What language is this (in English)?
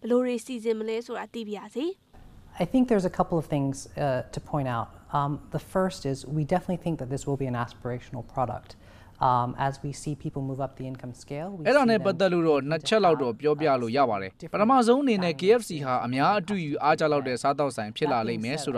Burmese